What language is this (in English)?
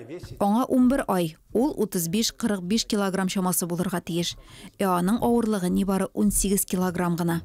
Tatar